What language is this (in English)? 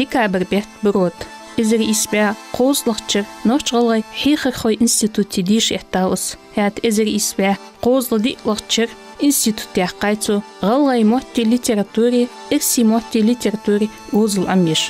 Ingush